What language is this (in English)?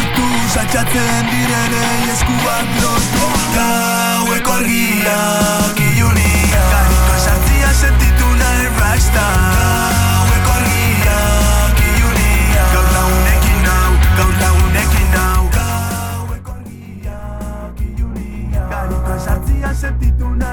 Basque